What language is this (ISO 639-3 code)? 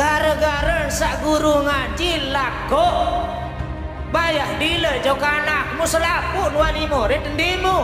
sas